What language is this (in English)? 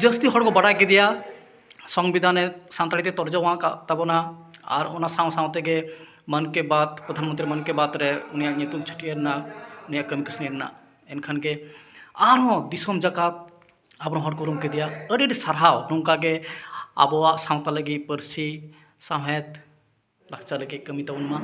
Santali